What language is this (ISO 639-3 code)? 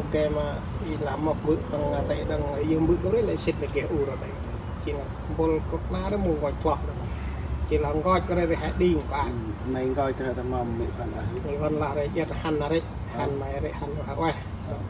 cmo